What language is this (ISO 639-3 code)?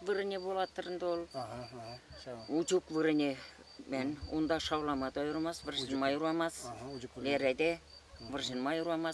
chv